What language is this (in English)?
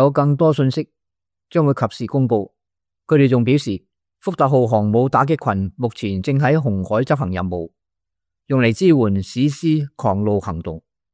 Cantonese